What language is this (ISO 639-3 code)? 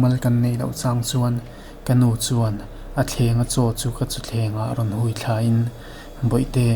lus